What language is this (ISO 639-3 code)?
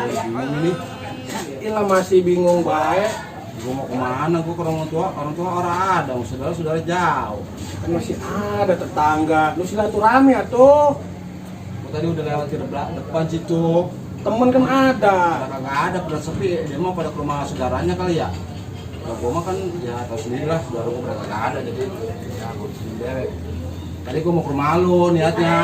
bew